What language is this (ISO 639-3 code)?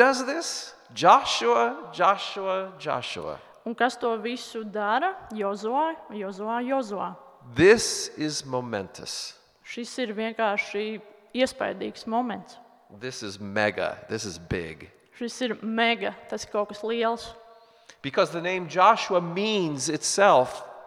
lav